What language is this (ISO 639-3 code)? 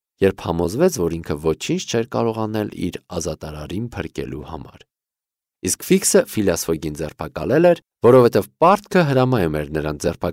hye